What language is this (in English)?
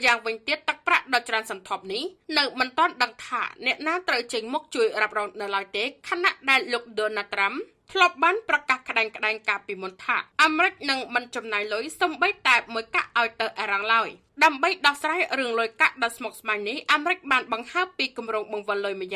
Khmer